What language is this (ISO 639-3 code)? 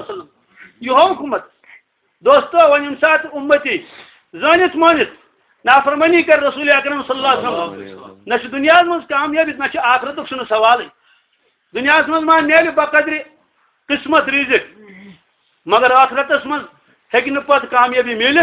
kas